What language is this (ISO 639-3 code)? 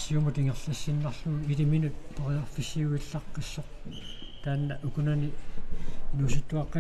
kal